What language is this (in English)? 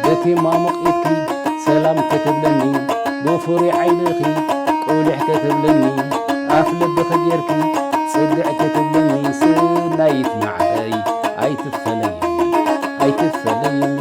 Tigrinya